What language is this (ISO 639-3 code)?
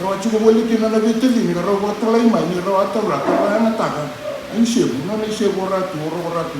fij